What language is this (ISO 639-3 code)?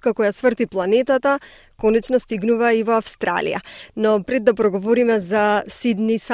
mkd